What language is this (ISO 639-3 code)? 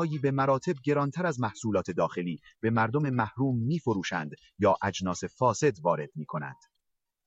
fas